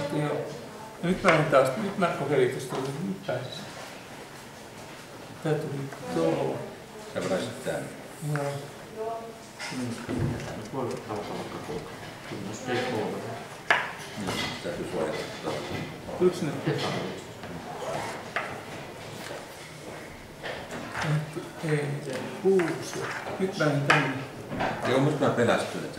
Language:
Finnish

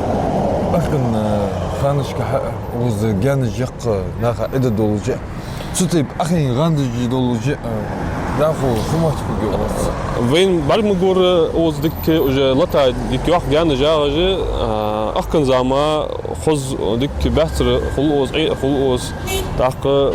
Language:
Ingush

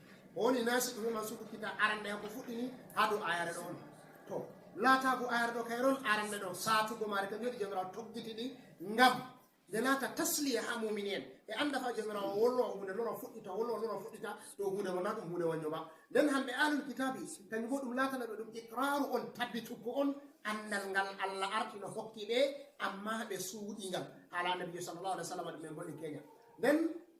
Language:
Fula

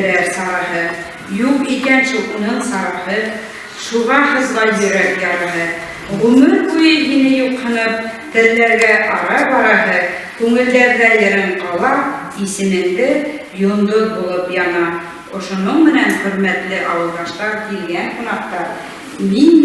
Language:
Bashkir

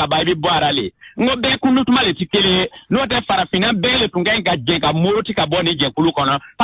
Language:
Bambara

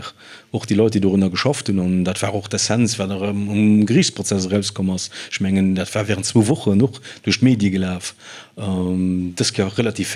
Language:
Luxembourgish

